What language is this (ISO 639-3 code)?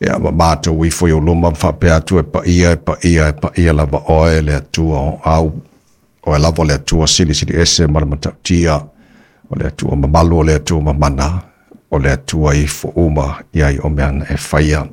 smo